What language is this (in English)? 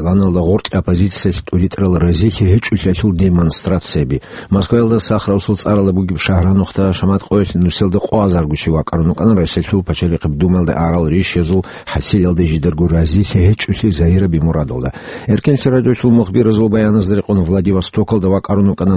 Avaric